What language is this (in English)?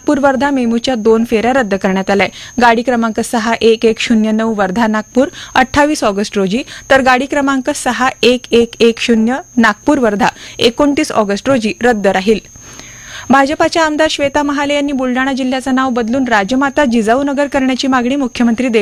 Marathi